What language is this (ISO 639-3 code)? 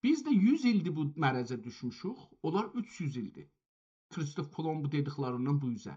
azb